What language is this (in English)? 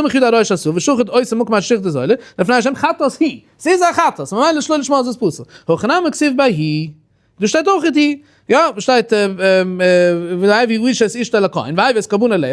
Yiddish